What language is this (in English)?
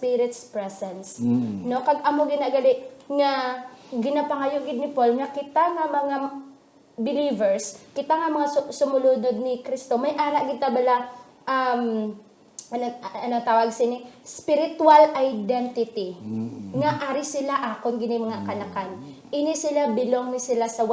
Hiligaynon